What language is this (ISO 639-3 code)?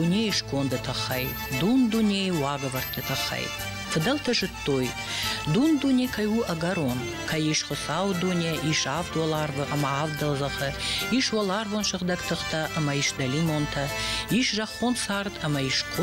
oss